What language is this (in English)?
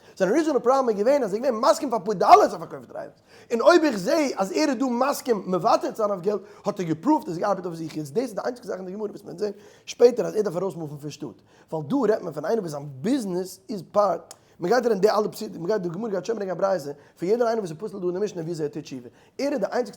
Yiddish